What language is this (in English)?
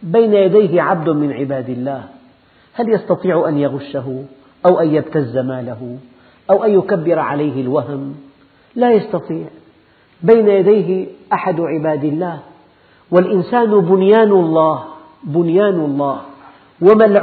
Arabic